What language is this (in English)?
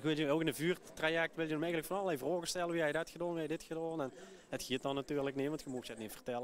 Limburgish